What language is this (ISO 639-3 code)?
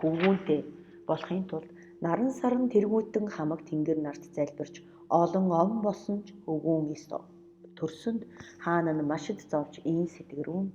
mon